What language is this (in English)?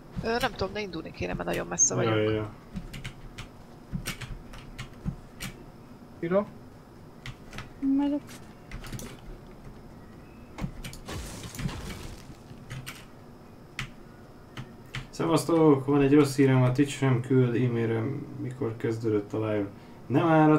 Hungarian